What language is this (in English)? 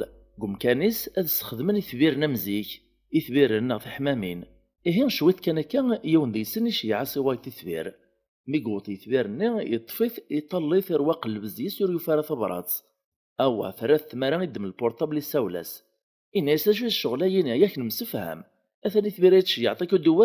Kabyle